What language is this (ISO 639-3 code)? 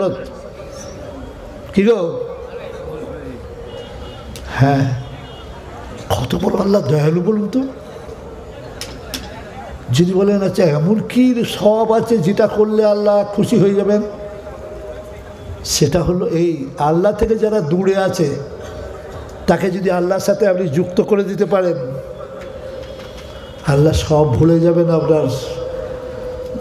ben